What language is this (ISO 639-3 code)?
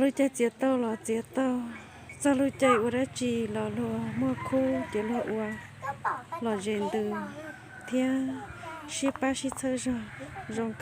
hmn